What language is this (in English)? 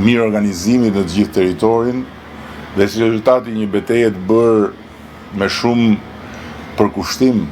Albanian